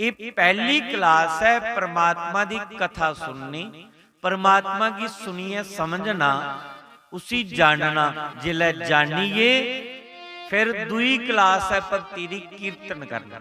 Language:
Dogri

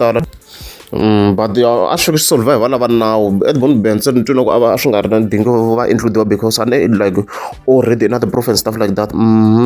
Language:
Tsonga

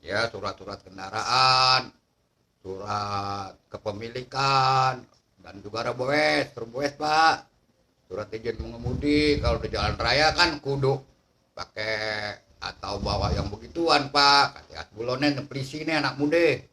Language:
Betawi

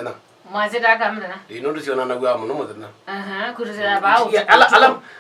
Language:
Kamba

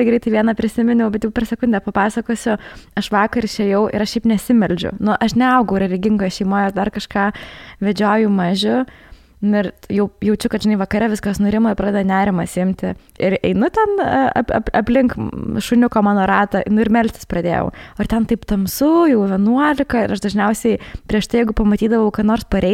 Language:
Lithuanian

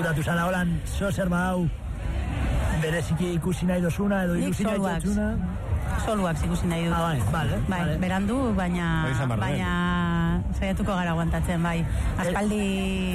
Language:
Basque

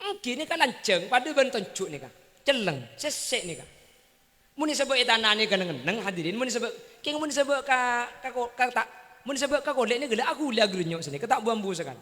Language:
Madurese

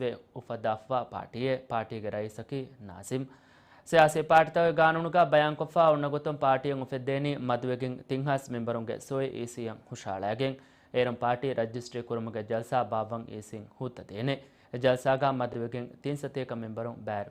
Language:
Divehi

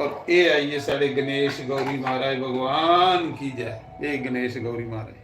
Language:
Dogri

